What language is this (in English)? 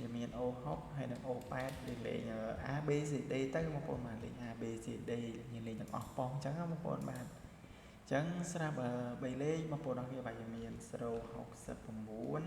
Khmer